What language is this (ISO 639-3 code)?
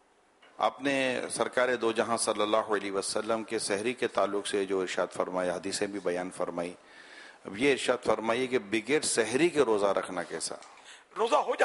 urd